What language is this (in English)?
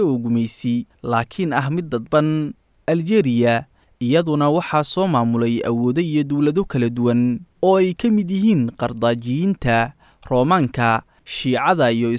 Somali